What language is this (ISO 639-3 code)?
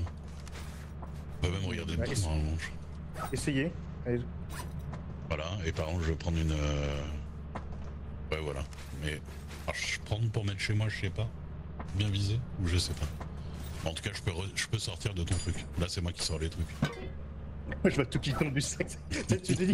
fra